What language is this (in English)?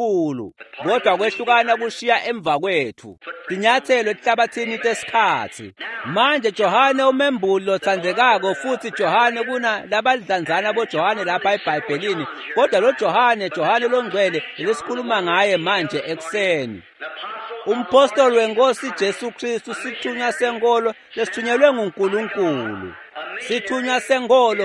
Swati